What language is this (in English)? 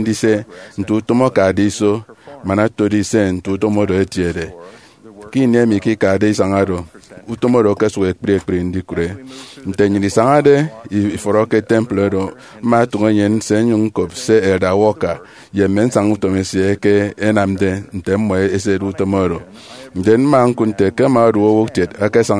Efik